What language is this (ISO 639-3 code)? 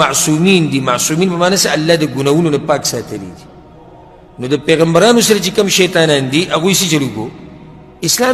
pus